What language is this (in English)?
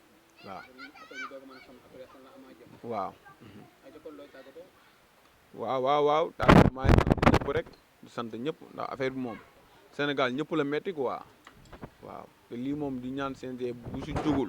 Wolof